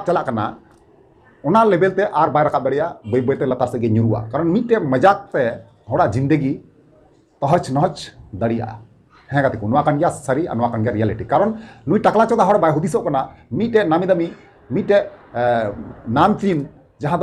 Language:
Santali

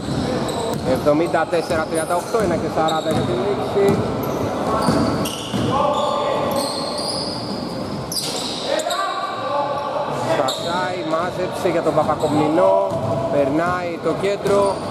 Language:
Greek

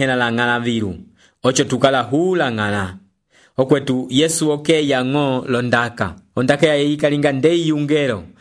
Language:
Umbundu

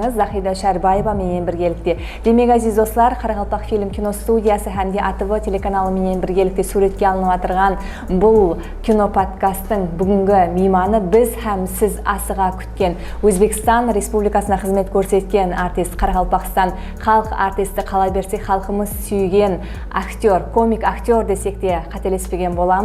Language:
Kara-Kalpak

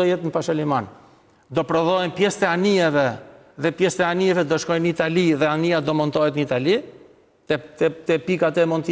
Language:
Albanian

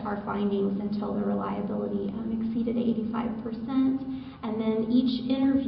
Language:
English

